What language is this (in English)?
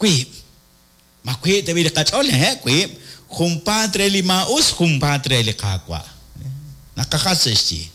Kekchí